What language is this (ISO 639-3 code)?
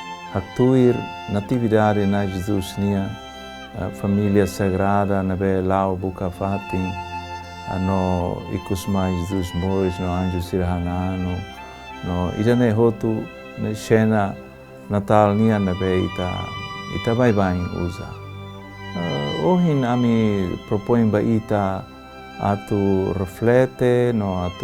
tet